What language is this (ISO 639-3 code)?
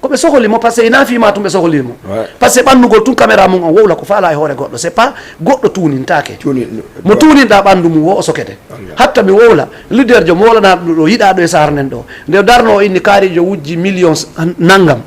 ful